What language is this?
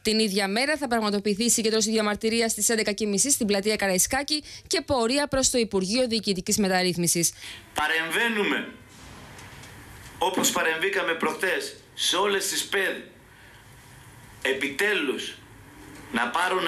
Greek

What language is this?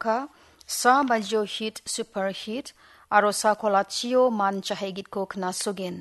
Garo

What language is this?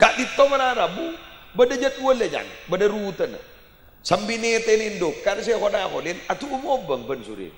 Madurese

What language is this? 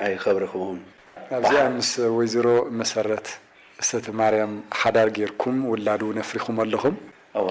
Tigrinya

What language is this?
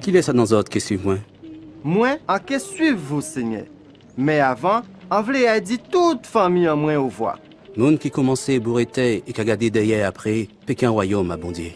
Guadeloupean Creole French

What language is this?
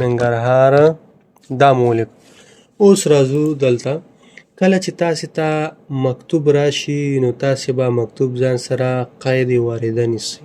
Pashto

